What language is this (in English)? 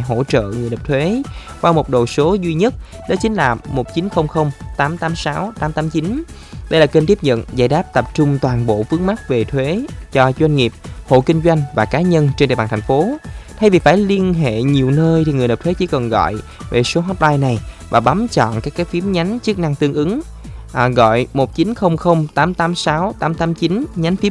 Vietnamese